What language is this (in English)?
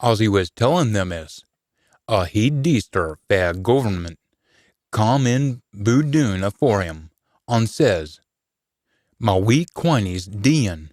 Scots